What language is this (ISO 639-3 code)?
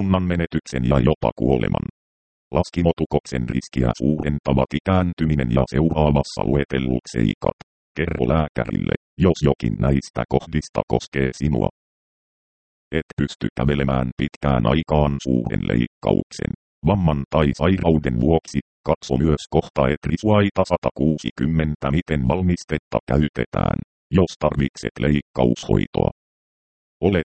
fin